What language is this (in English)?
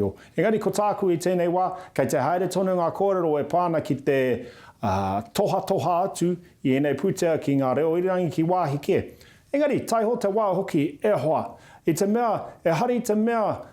Māori